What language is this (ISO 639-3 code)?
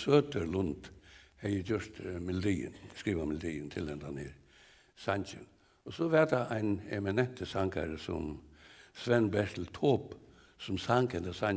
fao